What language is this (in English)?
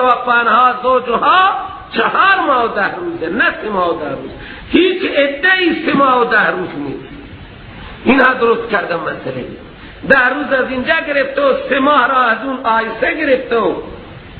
Persian